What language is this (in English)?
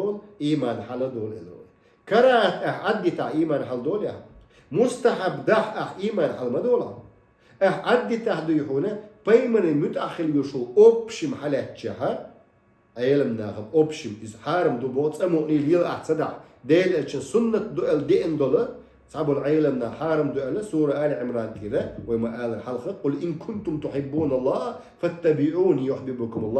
Chechen